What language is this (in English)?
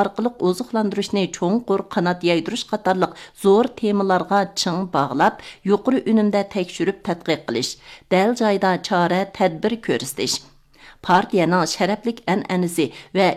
Uyghur